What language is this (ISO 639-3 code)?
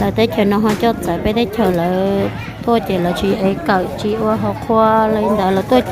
hmn